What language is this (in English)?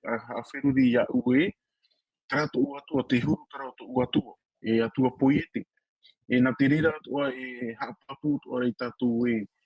Tahitian